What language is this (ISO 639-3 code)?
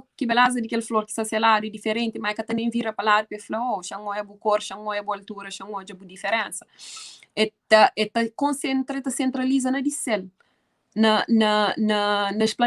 kea